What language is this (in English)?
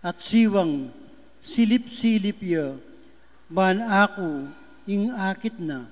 Pampanga